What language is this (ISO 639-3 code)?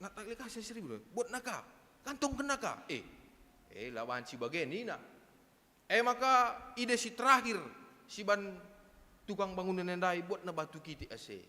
btx